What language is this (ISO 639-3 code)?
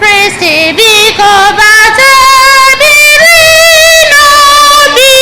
ibo